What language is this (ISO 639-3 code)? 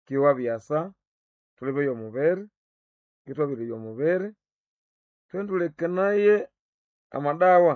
nnb